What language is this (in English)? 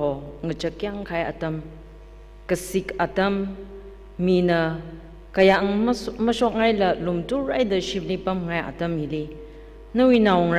Tangkhul Naga (India)